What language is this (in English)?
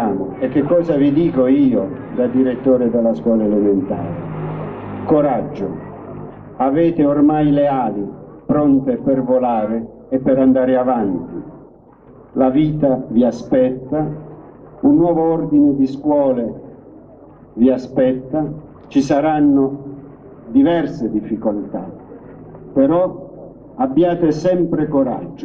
Italian